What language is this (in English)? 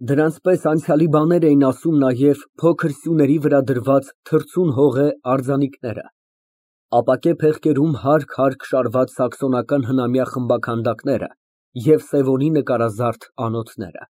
Armenian